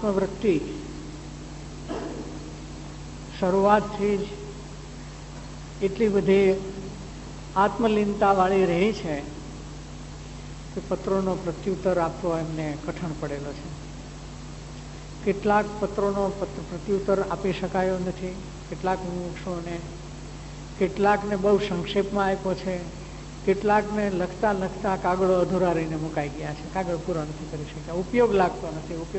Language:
Gujarati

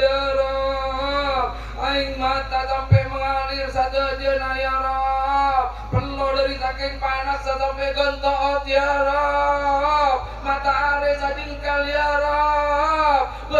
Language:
Madurese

